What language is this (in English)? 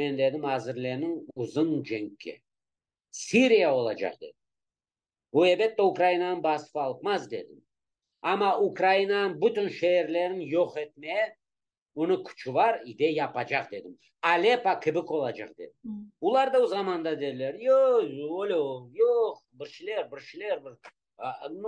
Crimean Tatar